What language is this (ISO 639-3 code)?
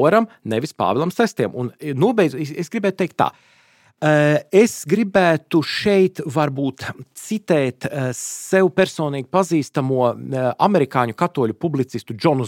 lav